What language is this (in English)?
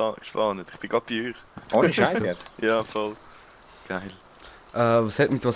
Swiss German